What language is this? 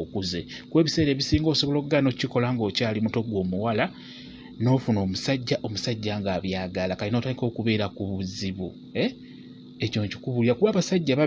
Ganda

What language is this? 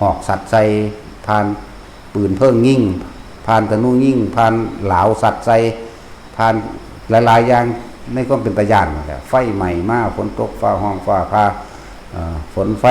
Northeastern Thai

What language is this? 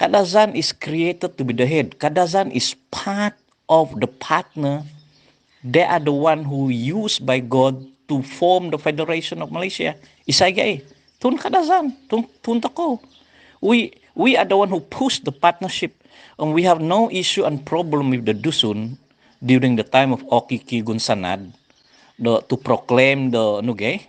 Central Dusun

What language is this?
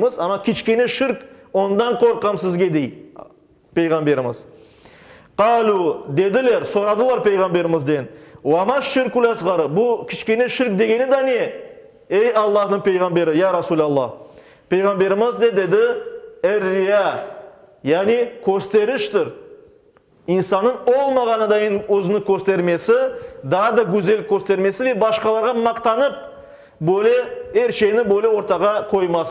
Crimean Tatar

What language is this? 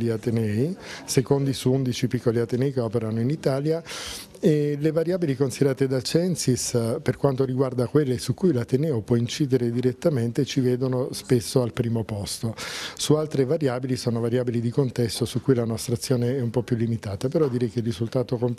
Italian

